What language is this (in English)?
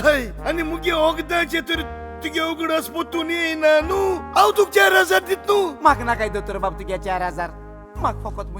Konkani